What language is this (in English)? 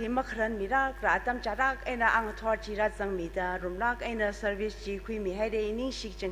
Tangkhul Naga (India)